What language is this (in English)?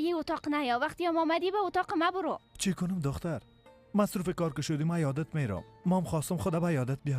Persian